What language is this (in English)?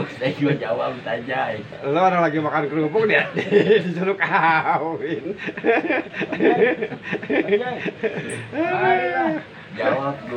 Betawi